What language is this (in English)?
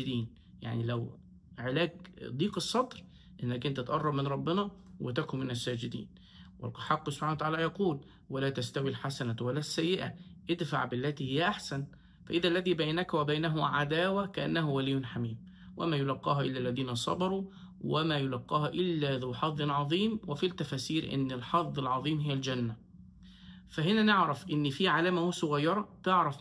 Egyptian Arabic